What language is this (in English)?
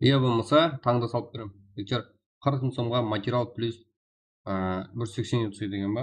Kara-Kalpak